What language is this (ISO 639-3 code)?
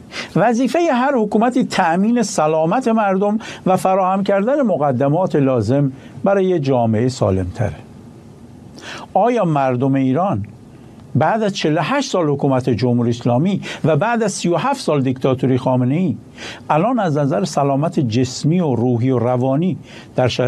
fas